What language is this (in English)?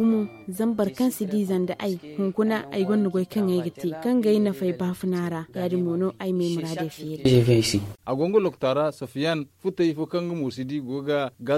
Zarma